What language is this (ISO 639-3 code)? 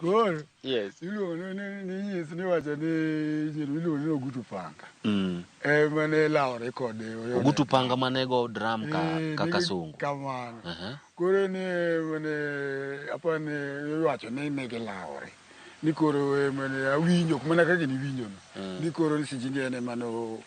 luo